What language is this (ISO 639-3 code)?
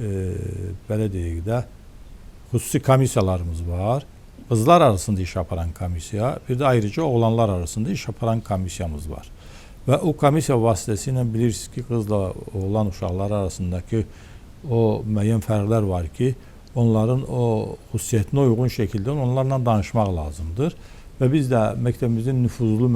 aze